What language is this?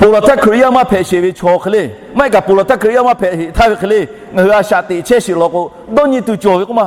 Lahu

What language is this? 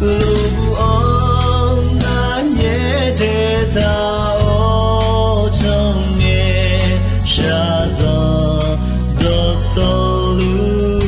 Akha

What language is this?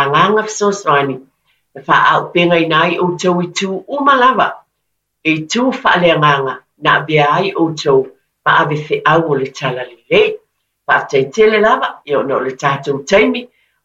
Samoan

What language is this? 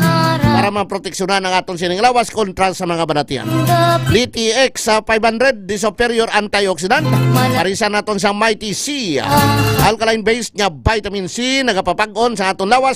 Hiligaynon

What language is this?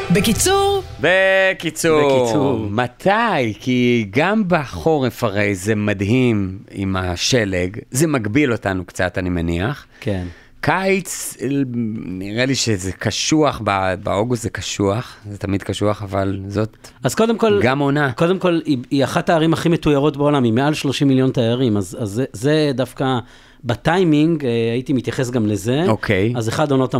Hebrew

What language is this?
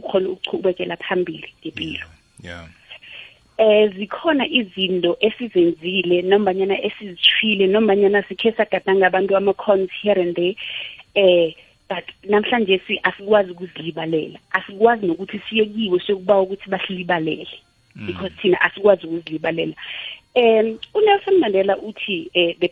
South Ndebele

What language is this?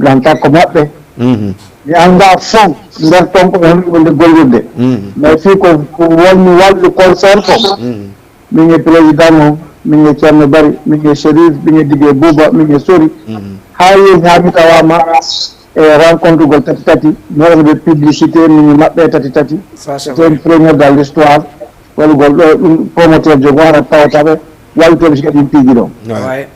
Fula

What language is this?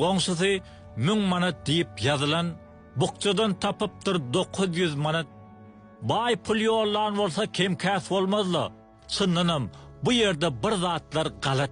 Turkmen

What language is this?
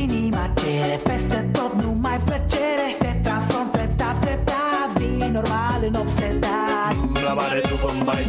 Romanian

